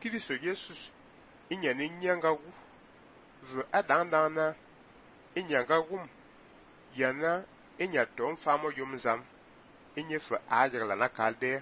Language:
Fang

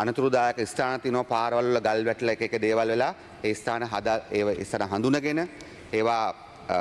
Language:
Sinhala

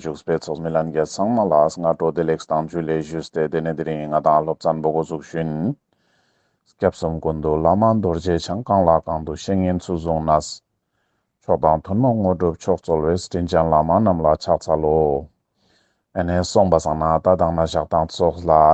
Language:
Ladakhi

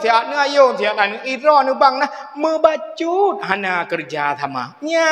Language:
Achinese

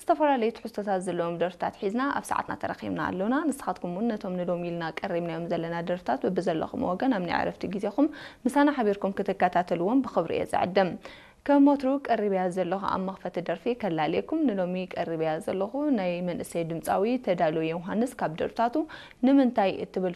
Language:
Tigrinya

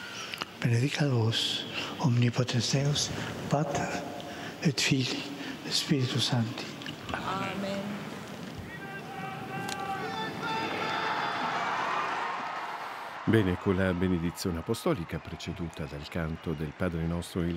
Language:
Italian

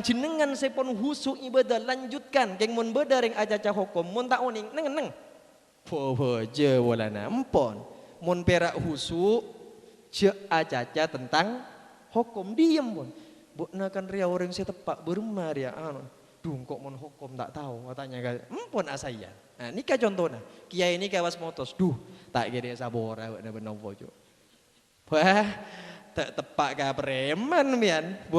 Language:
Madurese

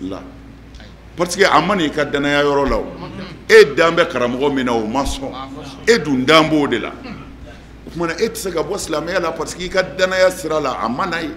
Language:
Bambara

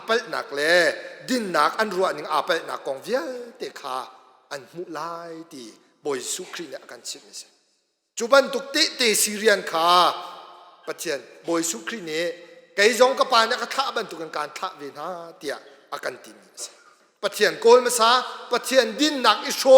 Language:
Hakha Chin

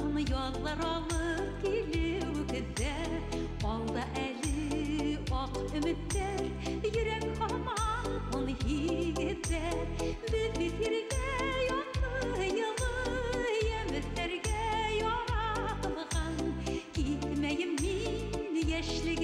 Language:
Bashkir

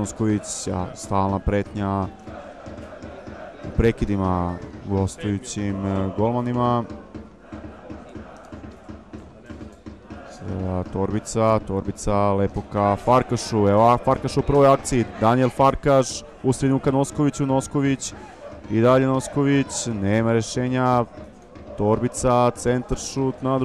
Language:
Serbian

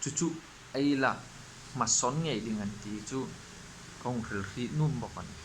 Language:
Hmar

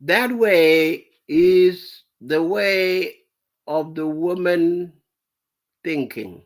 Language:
Nuer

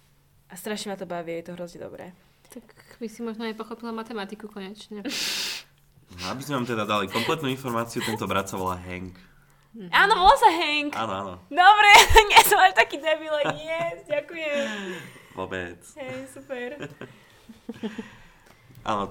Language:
Slovak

